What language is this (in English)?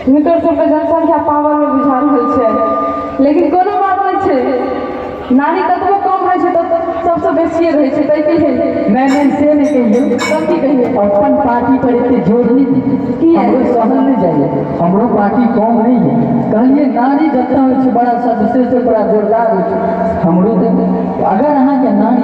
Maithili